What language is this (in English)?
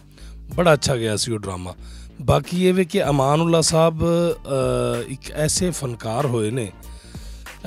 Punjabi